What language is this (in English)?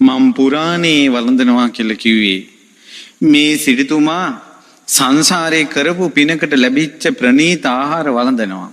Sinhala